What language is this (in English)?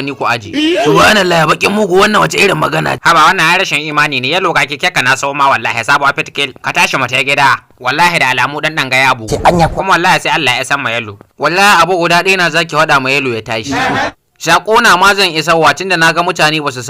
Hausa